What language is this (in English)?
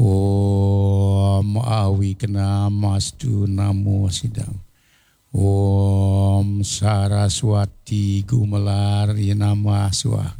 Balinese